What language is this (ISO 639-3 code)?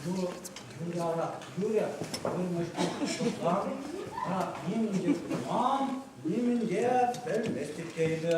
chv